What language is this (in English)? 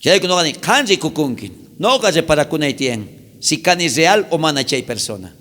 South Bolivian Quechua